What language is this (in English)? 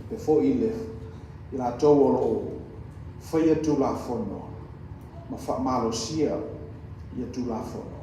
Samoan